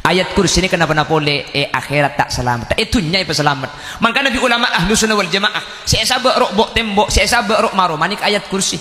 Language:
Madurese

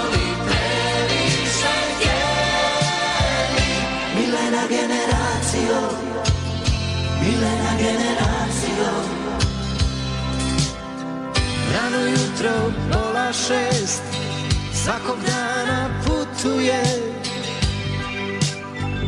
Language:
Bosnian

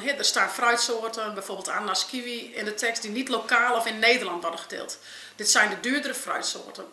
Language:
Western Frisian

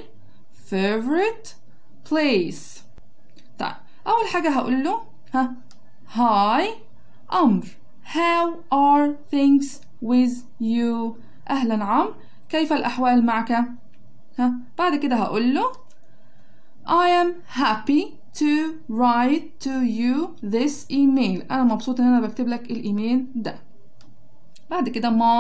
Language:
Egyptian Arabic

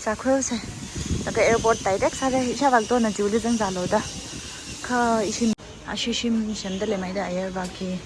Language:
Tangkhul Naga (India)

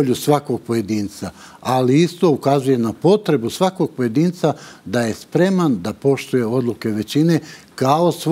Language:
Serbian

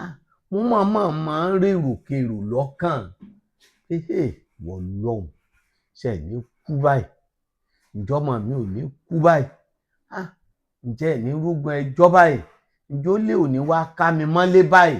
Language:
Yoruba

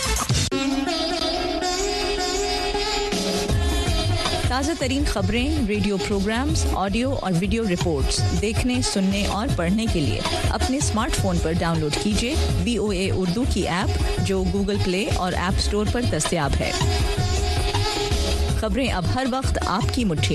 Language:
Urdu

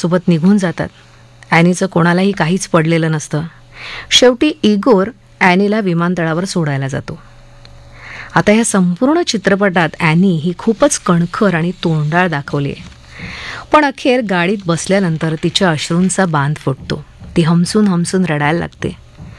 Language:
Marathi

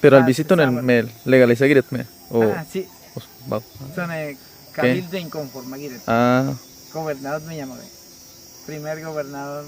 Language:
Awa-Cuaiquer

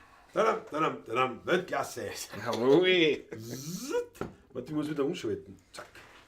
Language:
Bavarian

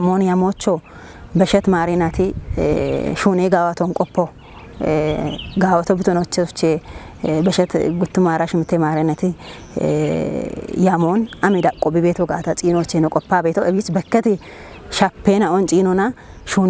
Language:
Kafa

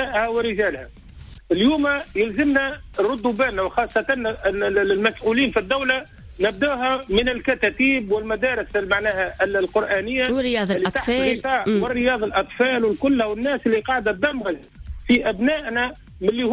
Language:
Tunisian Arabic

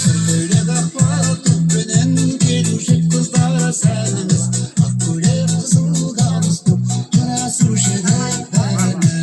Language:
Kara-Kalpak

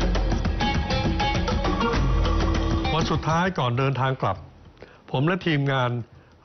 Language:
Thai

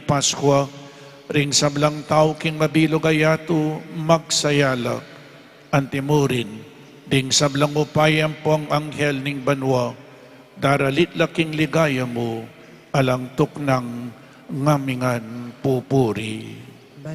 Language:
Pampanga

